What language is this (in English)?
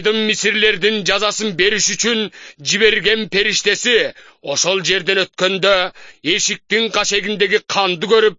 Kyrgyz